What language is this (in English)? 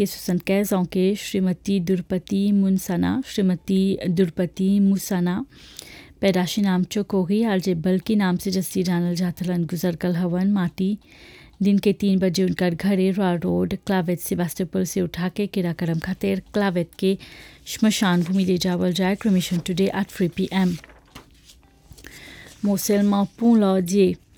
Bhojpuri